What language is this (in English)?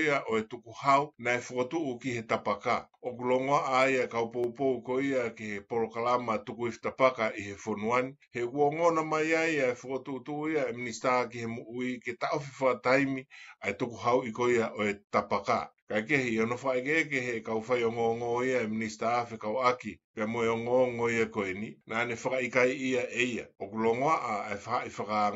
Tongan